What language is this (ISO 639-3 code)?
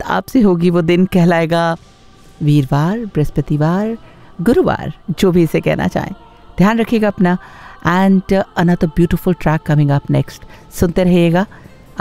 hin